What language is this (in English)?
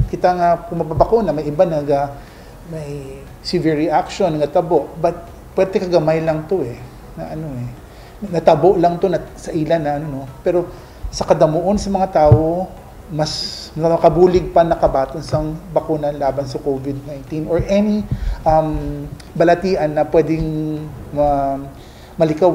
Hiligaynon